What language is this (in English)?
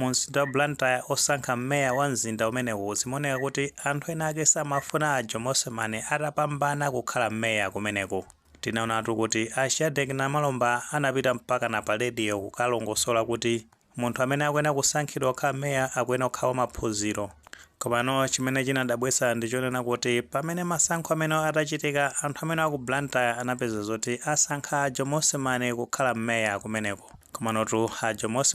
Nyanja